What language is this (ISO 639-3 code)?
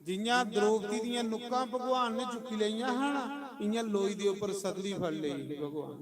doi